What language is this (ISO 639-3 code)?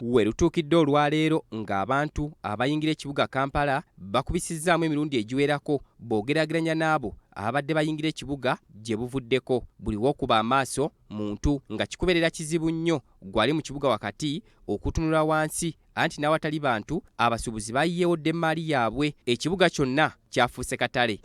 lug